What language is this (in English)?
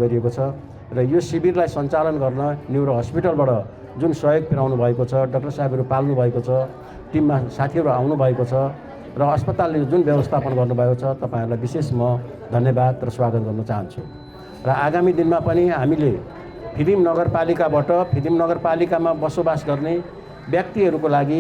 Nepali